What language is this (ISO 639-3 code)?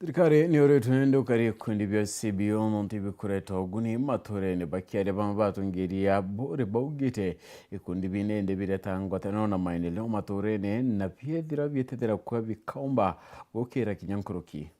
mer